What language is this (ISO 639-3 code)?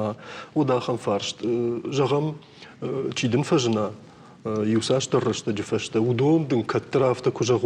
oss